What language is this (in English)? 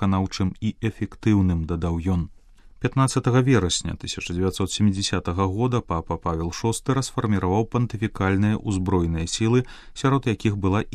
Belarusian